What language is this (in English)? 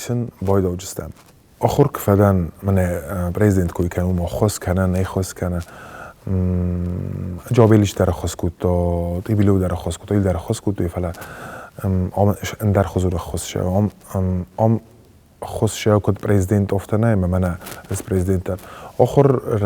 Ossetic